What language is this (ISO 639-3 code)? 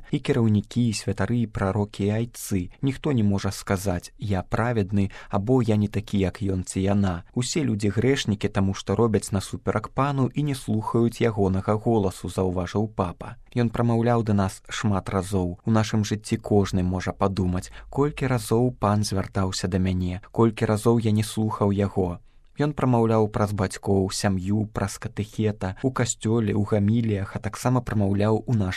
bel